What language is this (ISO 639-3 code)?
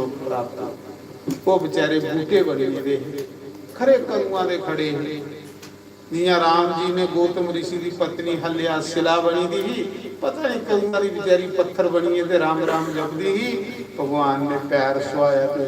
doi